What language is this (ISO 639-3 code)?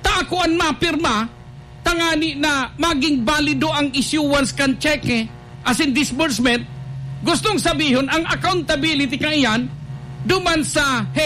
bik